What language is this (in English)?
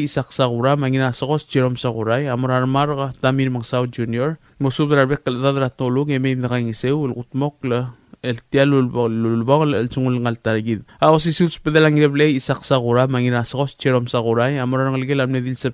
Palauan